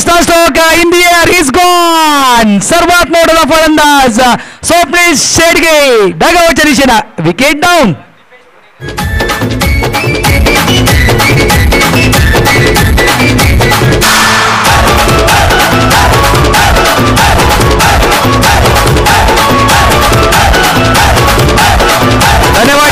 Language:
Marathi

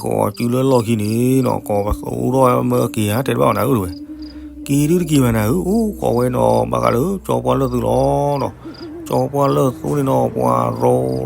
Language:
S'gaw Karen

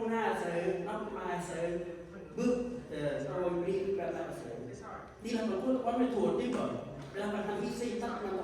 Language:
Central Mnong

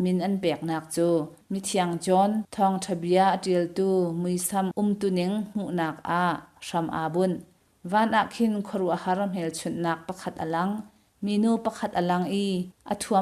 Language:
Hakha Chin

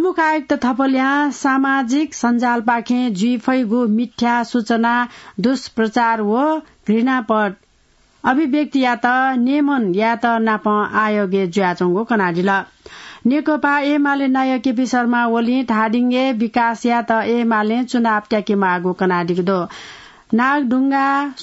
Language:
Newari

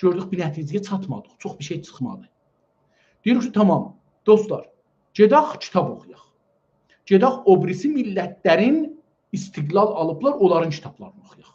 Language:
South Azerbaijani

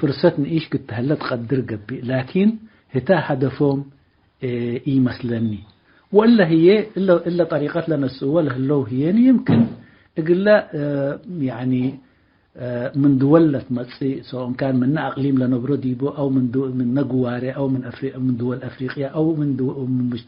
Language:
Tigre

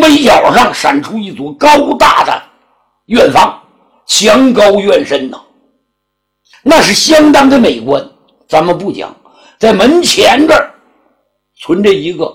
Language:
Chinese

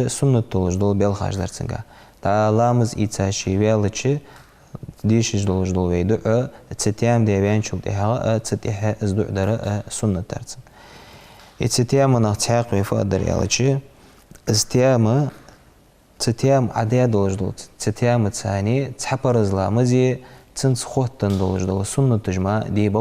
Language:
Ingush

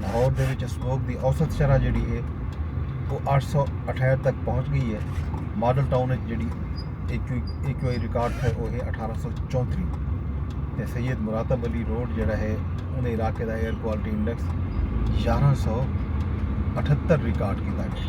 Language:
Saraiki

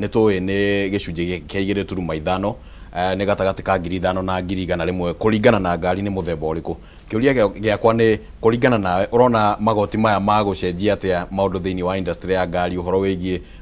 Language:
Kikuyu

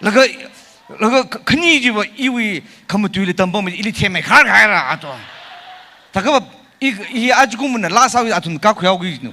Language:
Tangkhul Naga (India)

